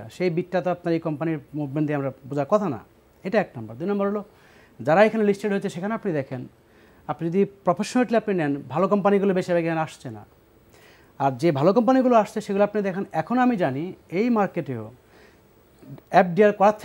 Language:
Bangla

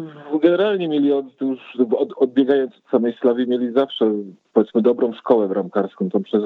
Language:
Polish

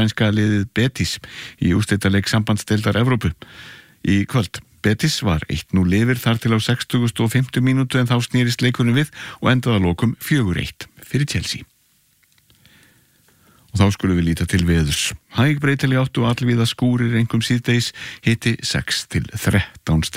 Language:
Icelandic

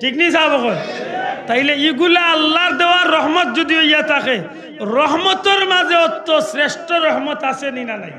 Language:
Sylheti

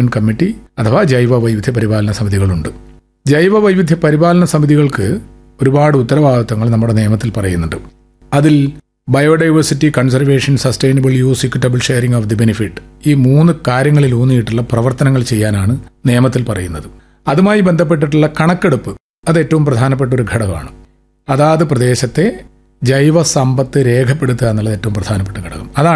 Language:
Malayalam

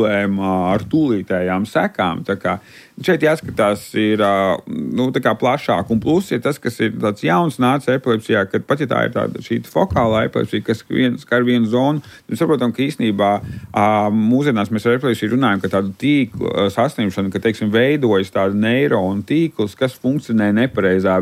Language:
Latvian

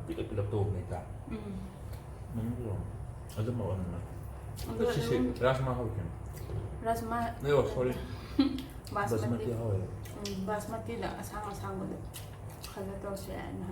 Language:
Manipuri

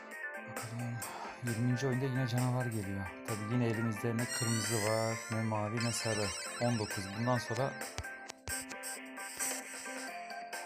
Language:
Turkish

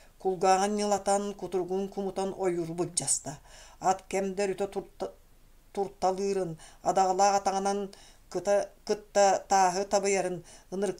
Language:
Yakut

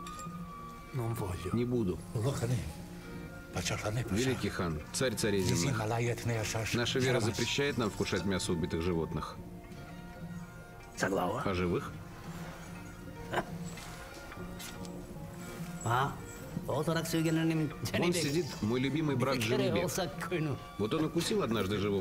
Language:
Russian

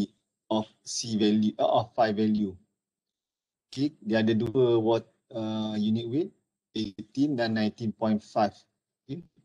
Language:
Malay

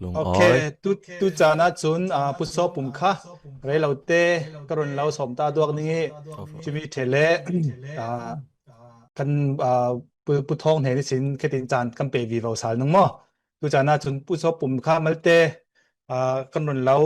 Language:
Falam Chin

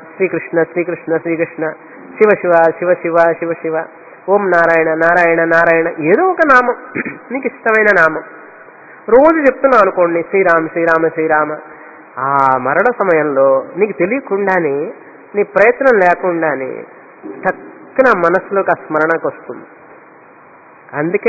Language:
Telugu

